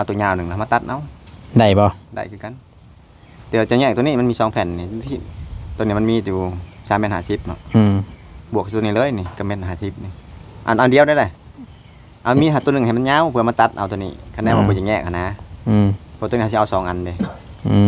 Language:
Northeastern Thai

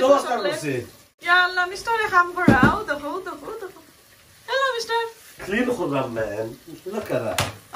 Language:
Sylheti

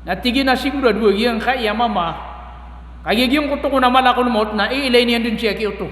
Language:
Maranao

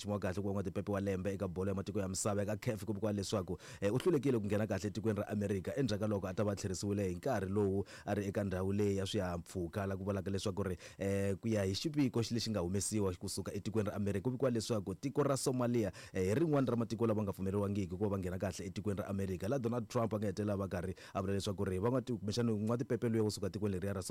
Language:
Tsonga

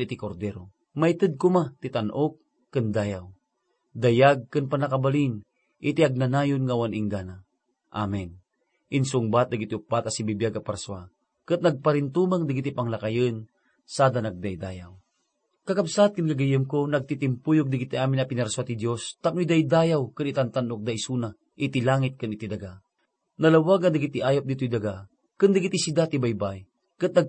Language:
Iloko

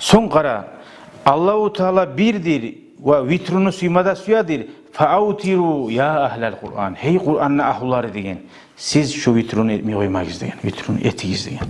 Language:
Kumyk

